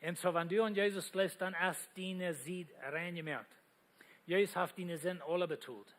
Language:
Plautdietsch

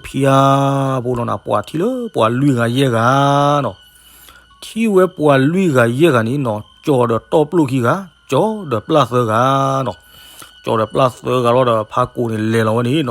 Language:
S'gaw Karen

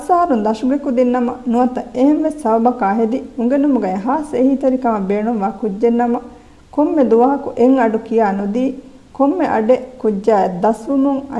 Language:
Divehi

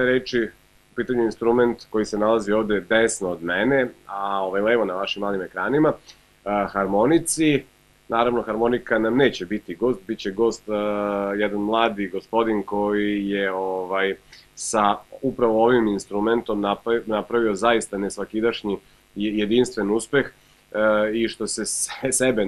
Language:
Serbian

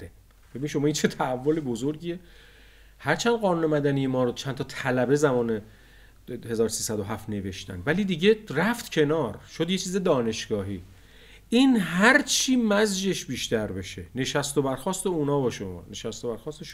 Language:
Persian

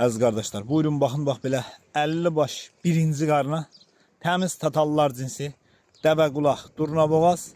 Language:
Azerbaijani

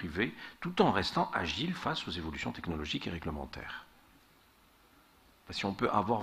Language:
French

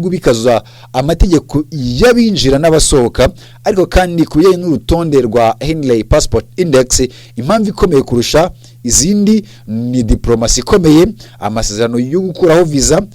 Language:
Kinyarwanda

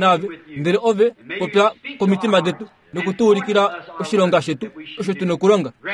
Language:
Kuanyama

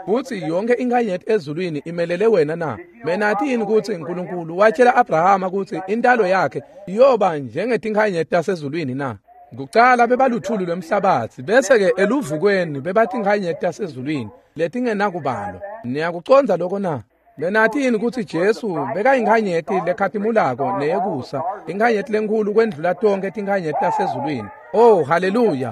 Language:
Swati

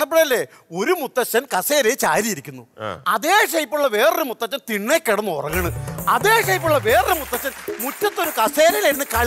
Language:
Malayalam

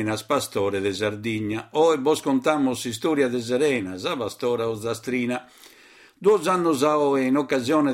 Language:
Sardinian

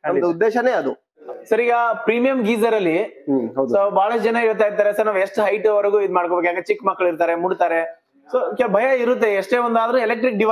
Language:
Kannada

